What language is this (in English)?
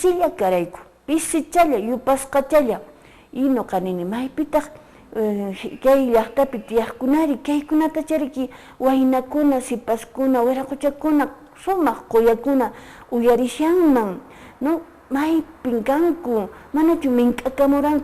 Quechua